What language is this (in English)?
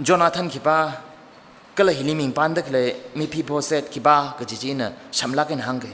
Tangkhul Naga (India)